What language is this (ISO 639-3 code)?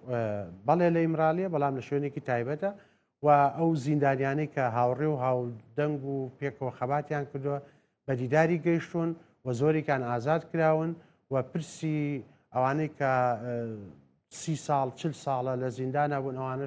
ckb